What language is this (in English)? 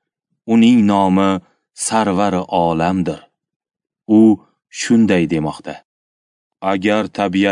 Uzbek